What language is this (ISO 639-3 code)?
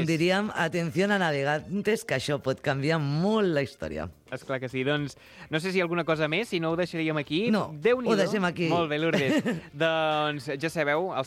cat